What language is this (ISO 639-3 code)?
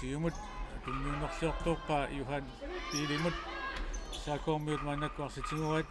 kal